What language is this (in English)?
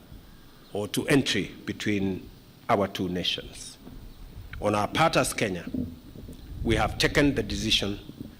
Kamba